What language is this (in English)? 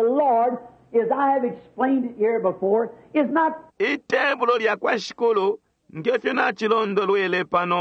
Bemba